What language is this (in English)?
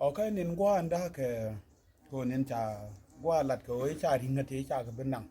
Nuer